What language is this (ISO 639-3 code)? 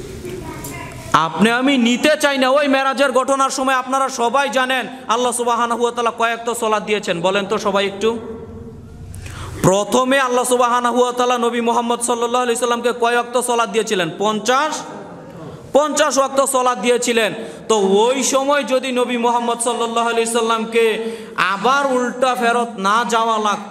ben